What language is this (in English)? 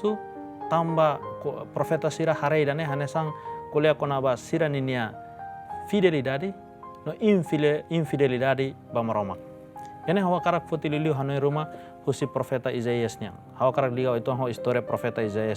Tetum